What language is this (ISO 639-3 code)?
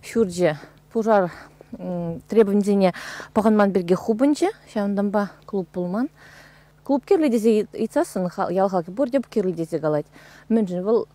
chv